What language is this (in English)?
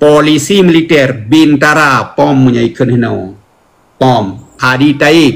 Achinese